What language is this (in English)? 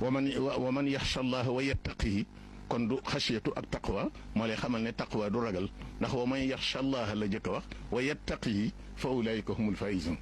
Wolof